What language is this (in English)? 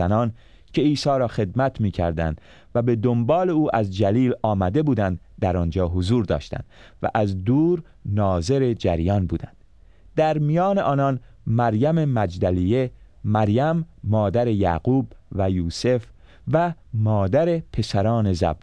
Persian